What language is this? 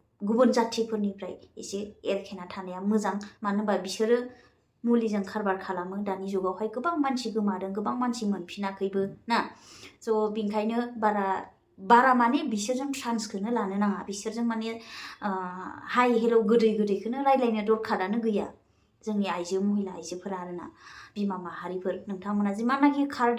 Bodo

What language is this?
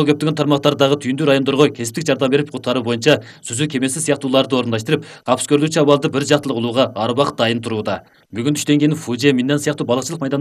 Kyrgyz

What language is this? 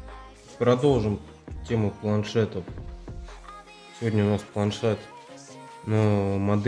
Russian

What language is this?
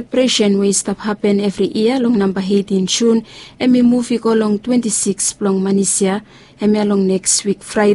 Bislama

